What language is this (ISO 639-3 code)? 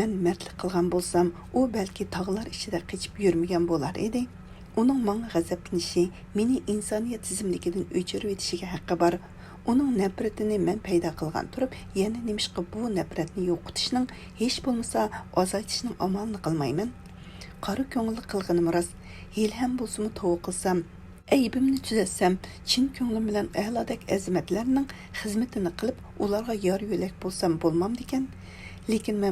uig